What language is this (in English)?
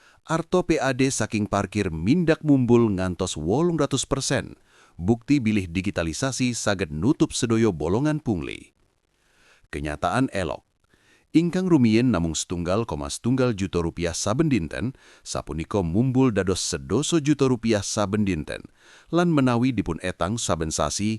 Javanese